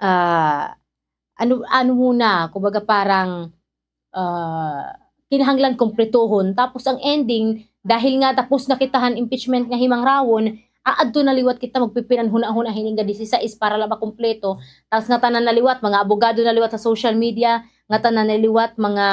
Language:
Waray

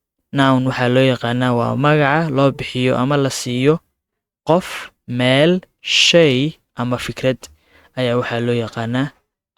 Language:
Somali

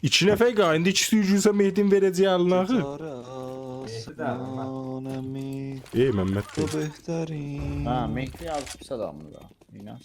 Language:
South Azerbaijani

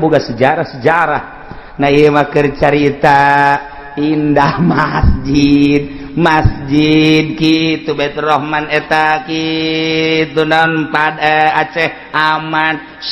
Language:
Sundanese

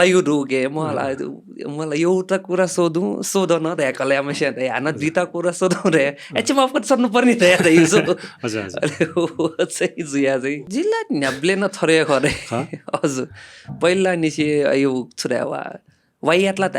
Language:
Newari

